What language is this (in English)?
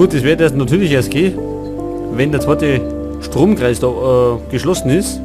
Bavarian